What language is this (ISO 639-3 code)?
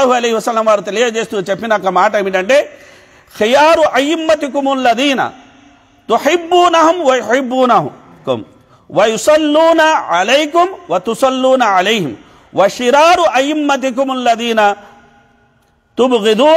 tel